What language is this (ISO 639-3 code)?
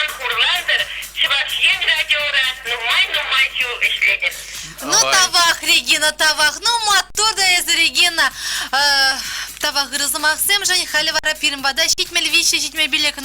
chv